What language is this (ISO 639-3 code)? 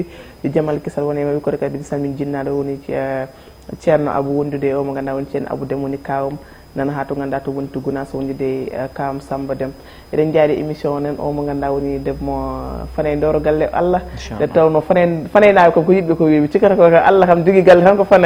ful